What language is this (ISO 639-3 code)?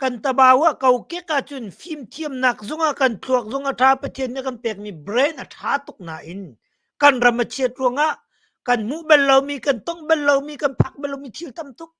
cnh